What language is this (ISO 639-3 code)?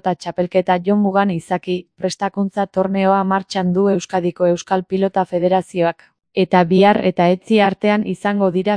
eus